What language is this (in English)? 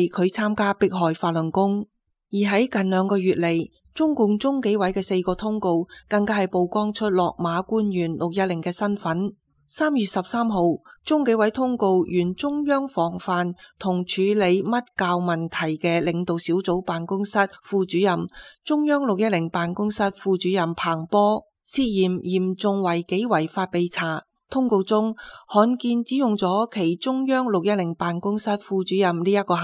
Cantonese